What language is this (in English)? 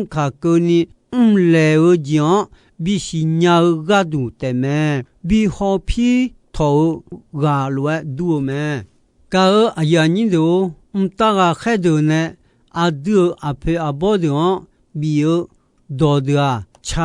Akha